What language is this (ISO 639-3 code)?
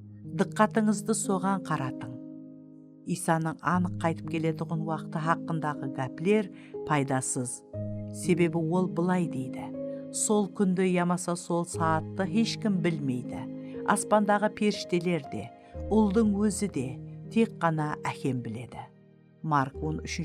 kaa